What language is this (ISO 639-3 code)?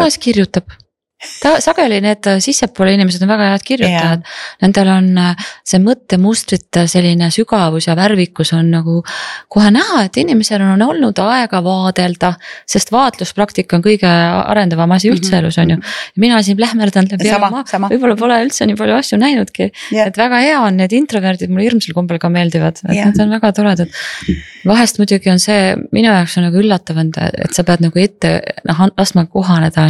est